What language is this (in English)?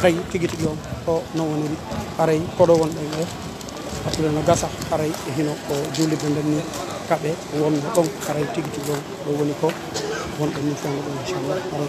Fula